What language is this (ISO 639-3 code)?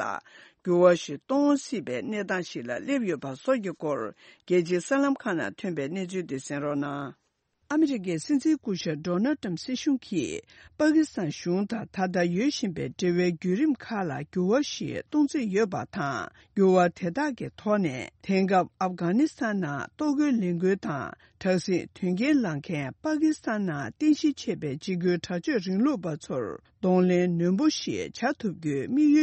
bod